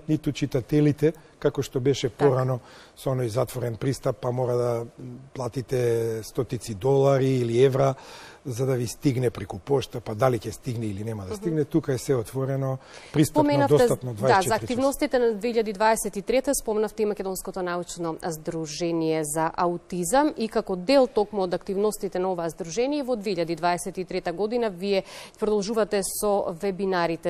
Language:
Macedonian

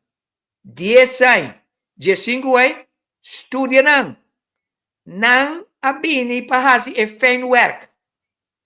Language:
Papiamento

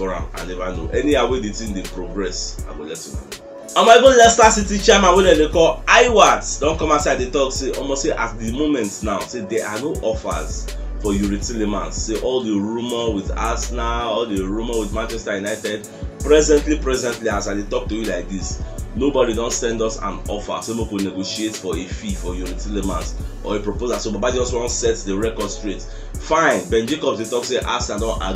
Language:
Nigerian Pidgin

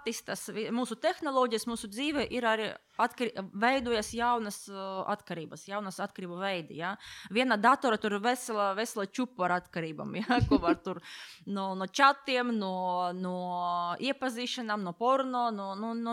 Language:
Latvian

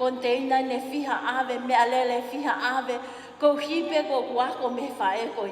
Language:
Tongan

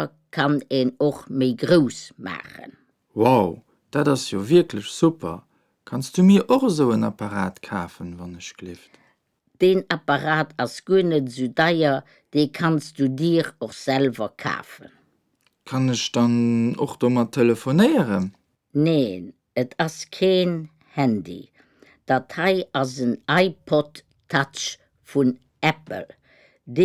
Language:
Luxembourgish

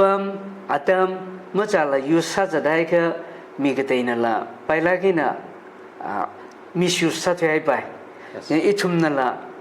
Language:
Tangkhul Naga (India)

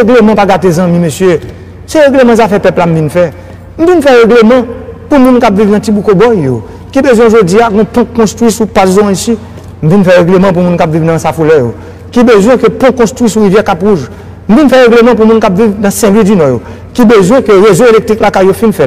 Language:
Haitian Creole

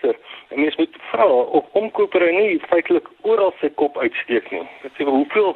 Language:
Afrikaans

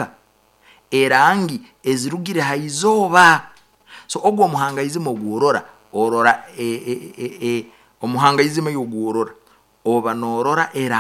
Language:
Nyoro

